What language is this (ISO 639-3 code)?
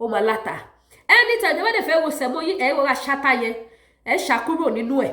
yor